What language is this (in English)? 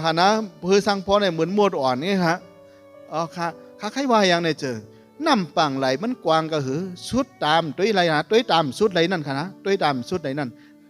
Shan